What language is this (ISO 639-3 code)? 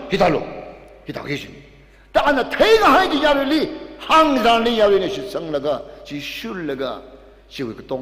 nmf